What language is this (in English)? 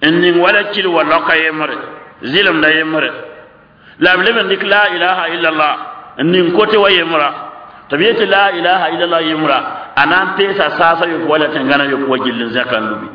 Mossi